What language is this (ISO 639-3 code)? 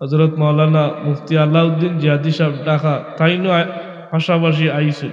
syl